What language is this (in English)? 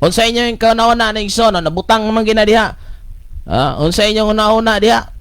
Cebuano